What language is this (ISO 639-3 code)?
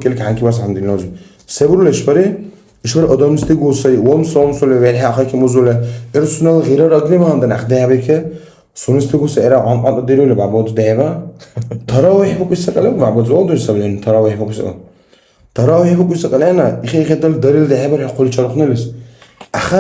dar